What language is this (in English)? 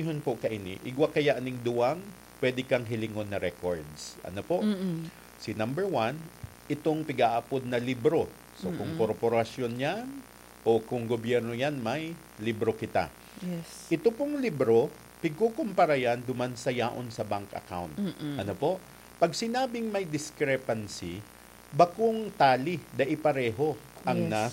Bikol